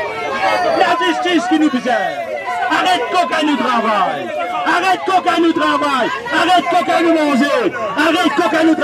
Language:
Morisyen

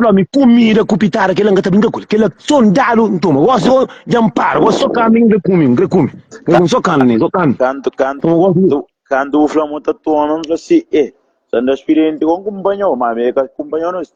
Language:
Kabuverdianu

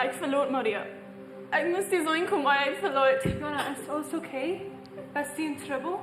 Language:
Plautdietsch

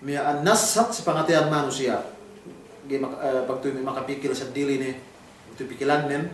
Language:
Yakan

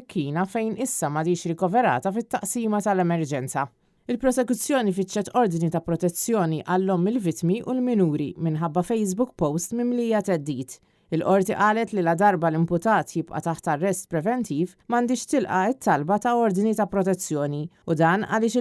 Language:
Maltese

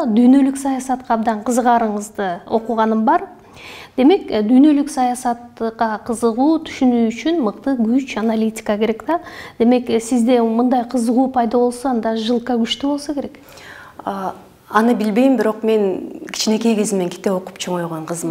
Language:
Kyrgyz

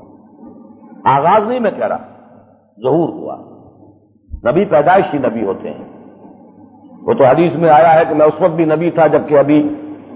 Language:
Urdu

